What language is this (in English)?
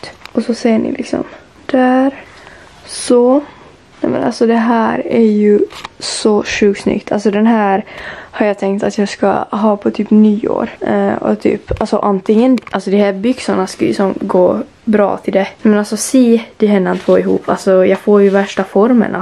Swedish